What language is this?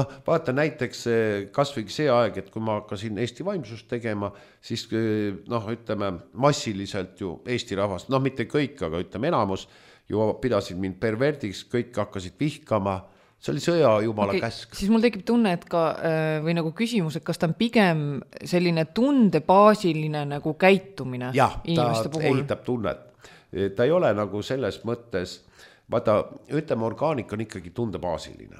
Estonian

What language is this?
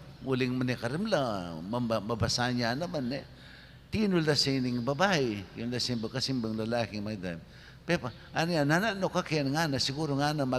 Pampanga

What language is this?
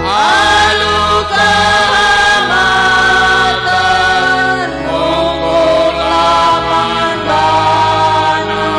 Batak Karo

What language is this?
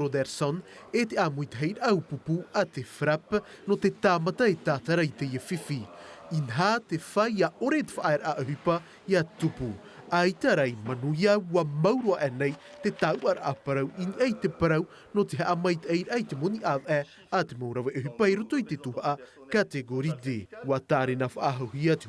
Tahitian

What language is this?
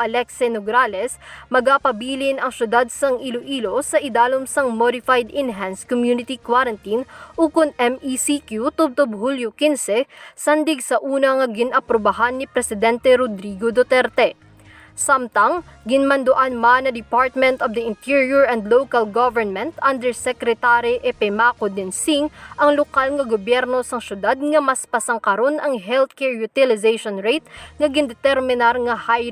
Hiligaynon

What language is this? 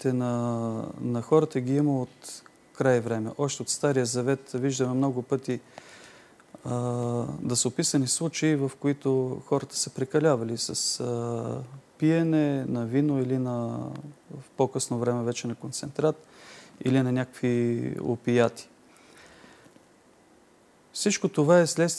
Bulgarian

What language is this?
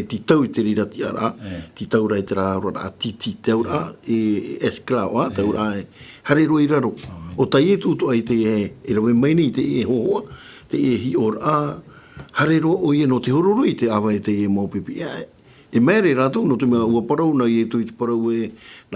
Tahitian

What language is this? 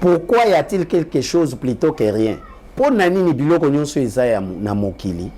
Lingala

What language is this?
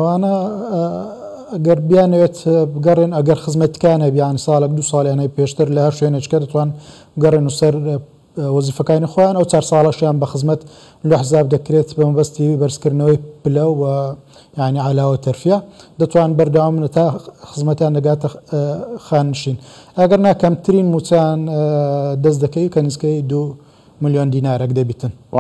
Central Kurdish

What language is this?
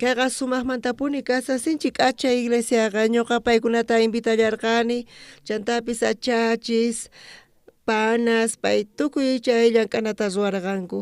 South Bolivian Quechua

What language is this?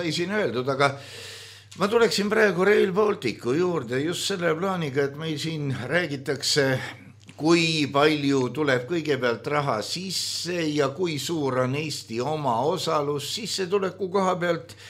Estonian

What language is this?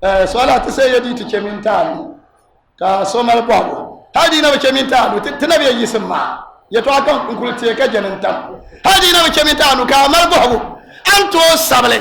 Dagbani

